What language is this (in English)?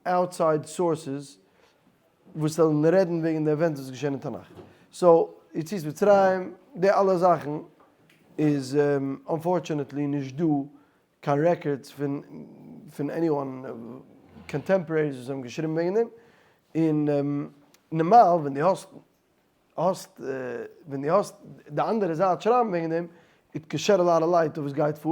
Yiddish